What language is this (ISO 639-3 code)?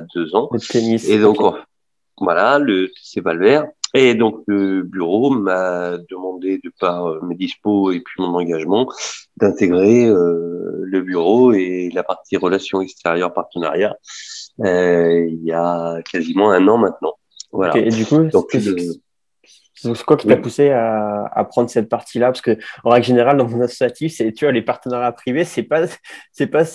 fra